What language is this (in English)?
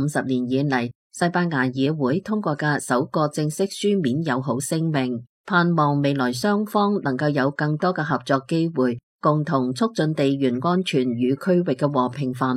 Cantonese